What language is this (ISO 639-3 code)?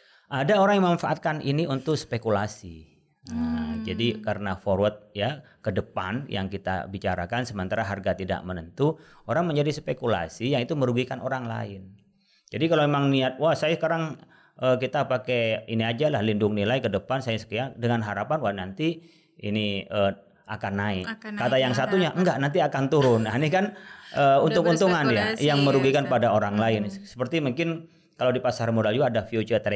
ind